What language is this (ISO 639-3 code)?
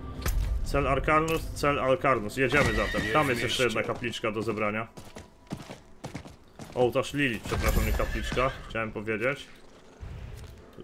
pol